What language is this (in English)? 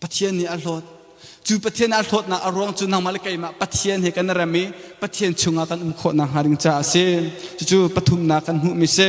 Hakha Chin